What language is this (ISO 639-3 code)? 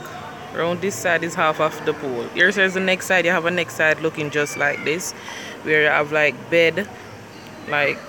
jam